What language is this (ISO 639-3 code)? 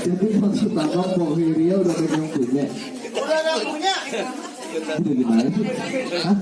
bew